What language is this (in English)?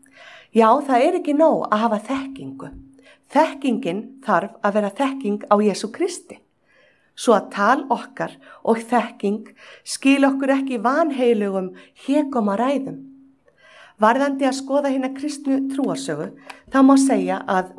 Icelandic